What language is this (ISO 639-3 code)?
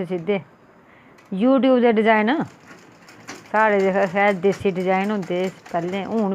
doi